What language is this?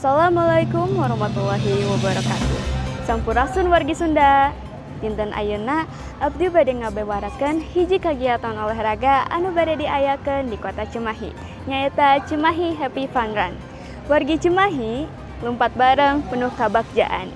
Sundanese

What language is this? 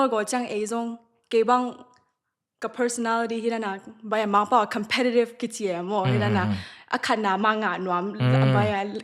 Tedim Chin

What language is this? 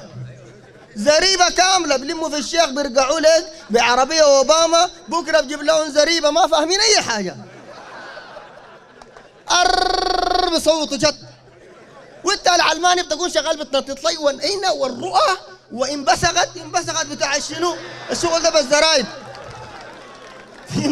Sudanese Arabic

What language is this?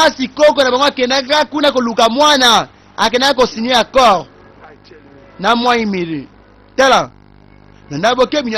Lingala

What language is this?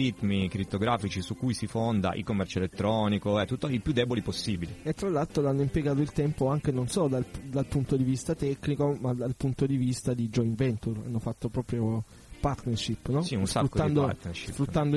Italian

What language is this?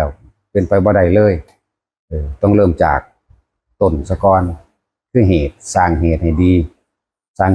Northeastern Thai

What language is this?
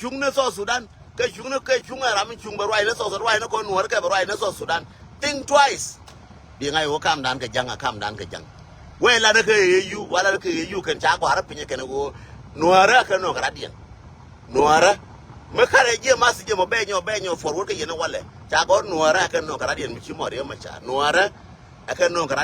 Nuer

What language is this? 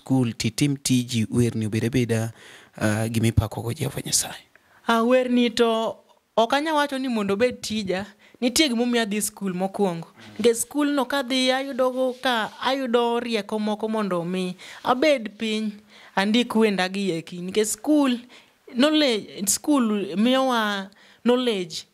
Luo (Kenya and Tanzania)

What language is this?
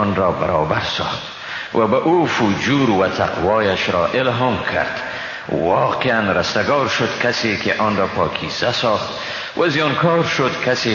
Persian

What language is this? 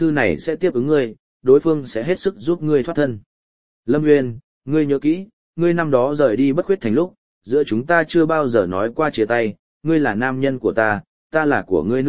Vietnamese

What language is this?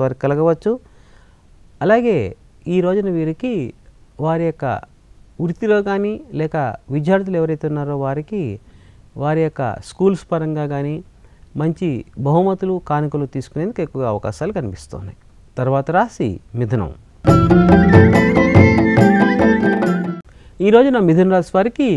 Telugu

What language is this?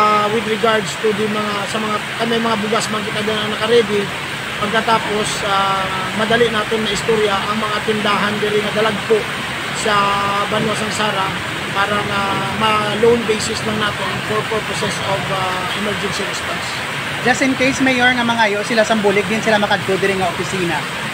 Hiligaynon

